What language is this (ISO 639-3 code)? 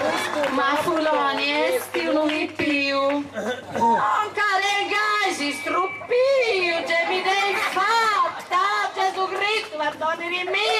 srd